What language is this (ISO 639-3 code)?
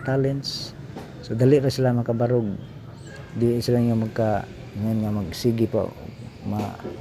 ceb